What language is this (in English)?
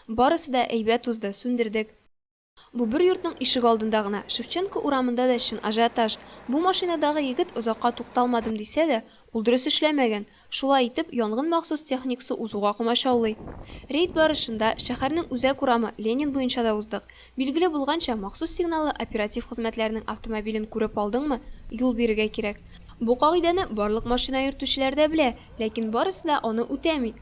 Tatar